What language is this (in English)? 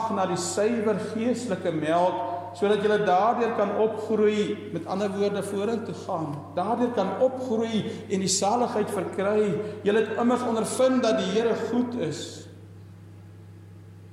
Afrikaans